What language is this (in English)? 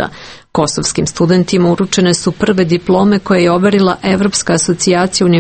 Serbian